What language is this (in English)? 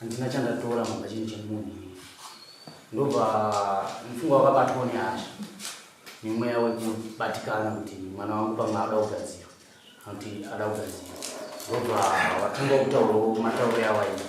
Shona